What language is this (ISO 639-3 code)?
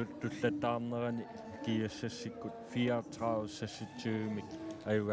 kal